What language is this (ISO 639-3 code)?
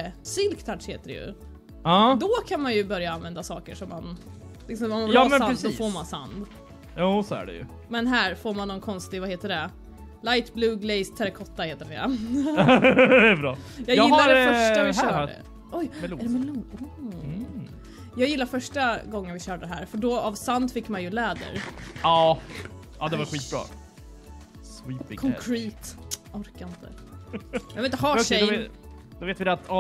swe